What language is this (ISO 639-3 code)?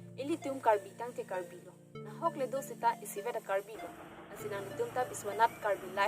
mjw